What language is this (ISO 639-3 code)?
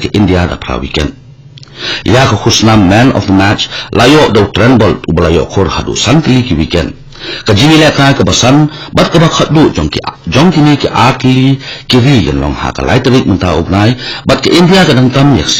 kha